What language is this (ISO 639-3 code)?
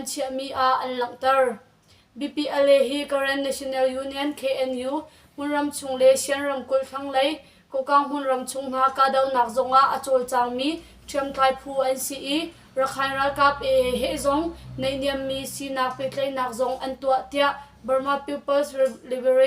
cnh